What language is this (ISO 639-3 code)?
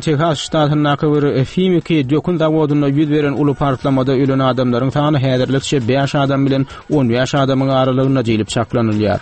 tuk